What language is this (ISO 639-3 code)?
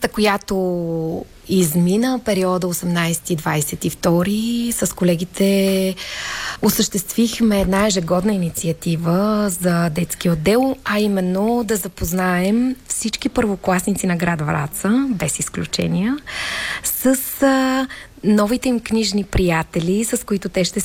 bul